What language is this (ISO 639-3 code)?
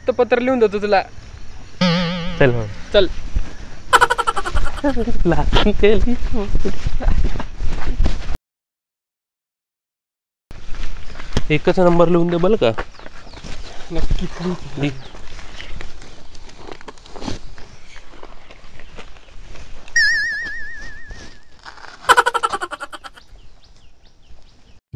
mar